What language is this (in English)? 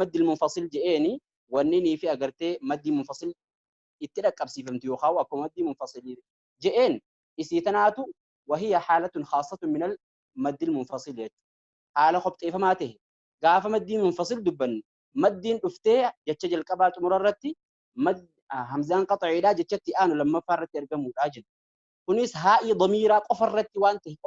Oromo